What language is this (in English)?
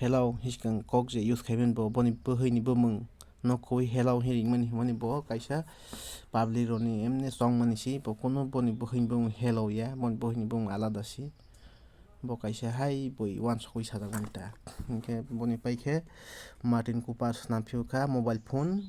Kok Borok